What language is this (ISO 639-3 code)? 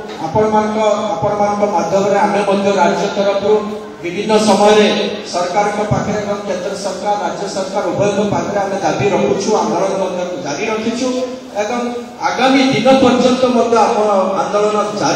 ori